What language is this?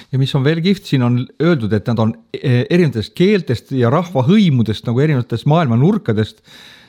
Estonian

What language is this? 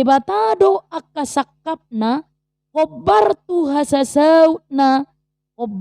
Batak Toba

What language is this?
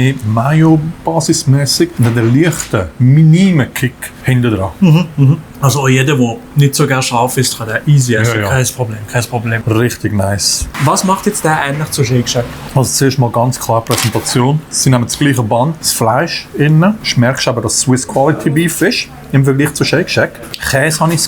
Swiss German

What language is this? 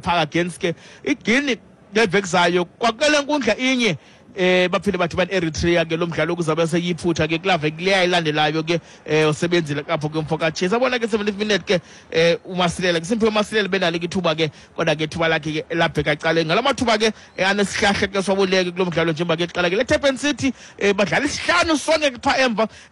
Xhosa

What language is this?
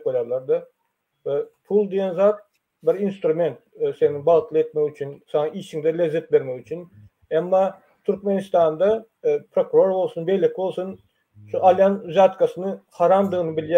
Turkmen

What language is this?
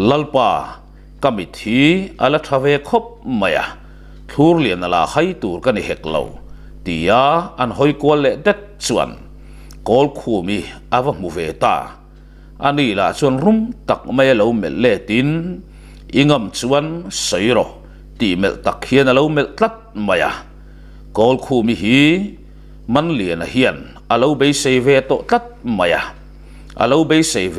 Mizo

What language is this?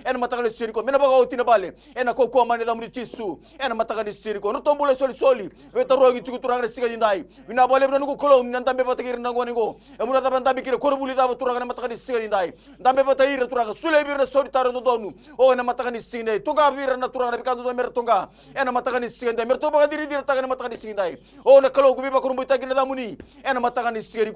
Fijian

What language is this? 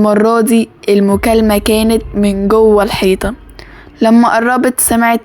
Egyptian Arabic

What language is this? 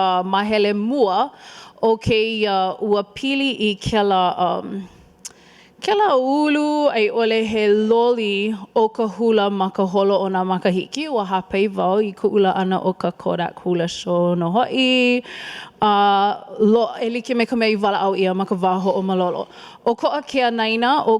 Hawaiian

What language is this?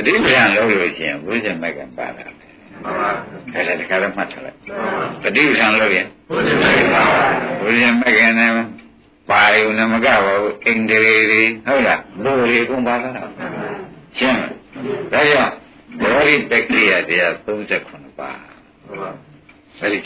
Burmese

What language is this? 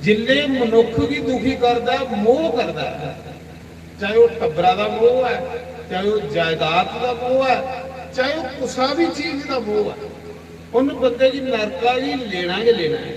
Dogri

